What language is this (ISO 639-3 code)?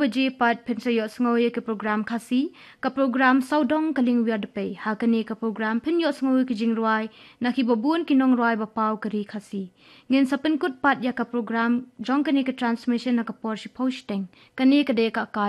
kha